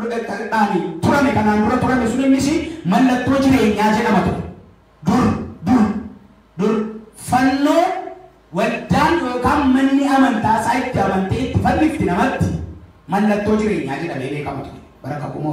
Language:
Oromo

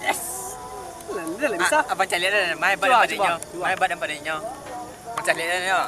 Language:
Minangkabau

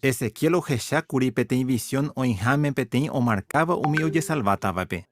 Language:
Guarani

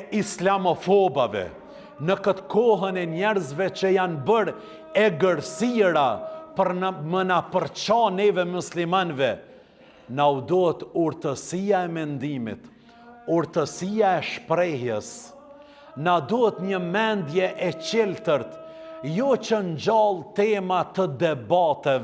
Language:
Albanian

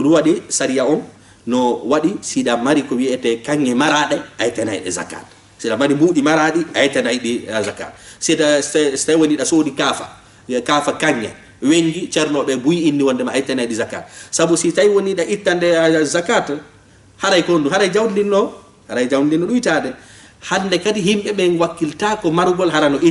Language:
Fula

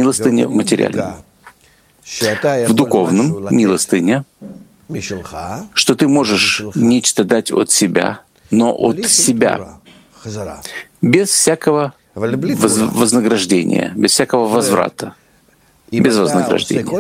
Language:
Russian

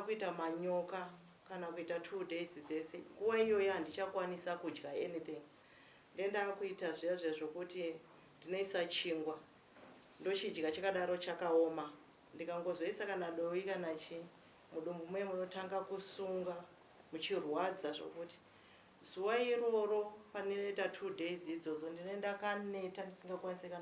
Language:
Shona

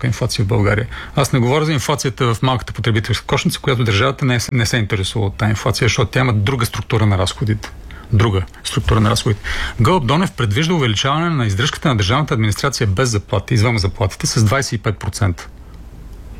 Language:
Bulgarian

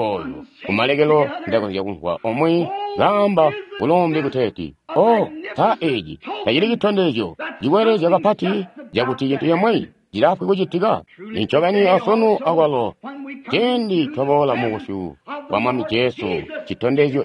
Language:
Tonga (Zambia)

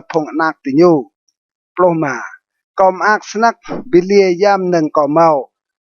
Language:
Rade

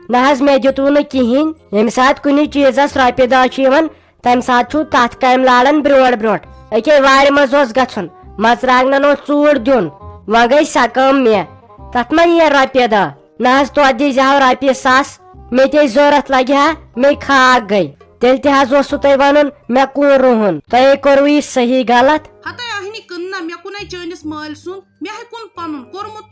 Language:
Kashmiri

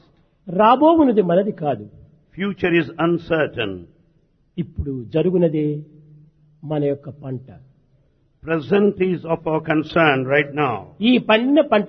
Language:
Telugu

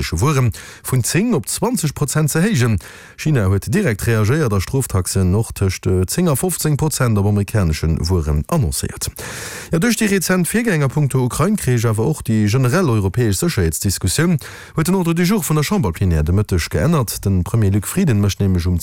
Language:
Luxembourgish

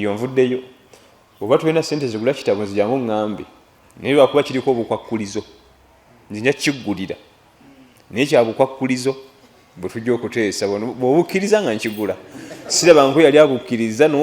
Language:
Ganda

